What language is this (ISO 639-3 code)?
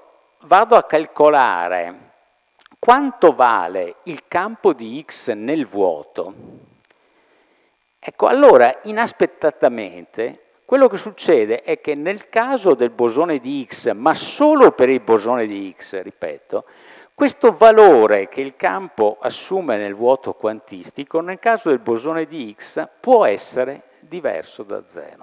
ita